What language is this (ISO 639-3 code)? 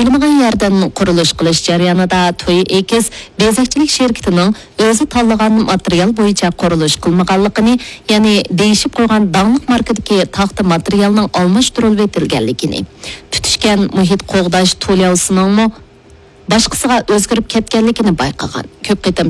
uig